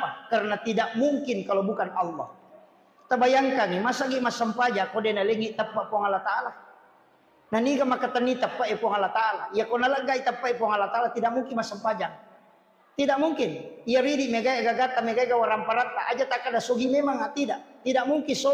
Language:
Buginese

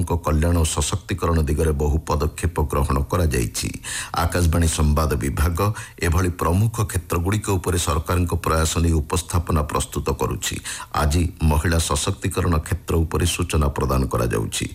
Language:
Odia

